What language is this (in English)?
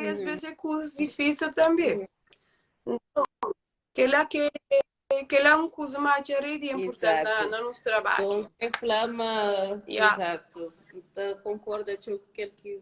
Kabuverdianu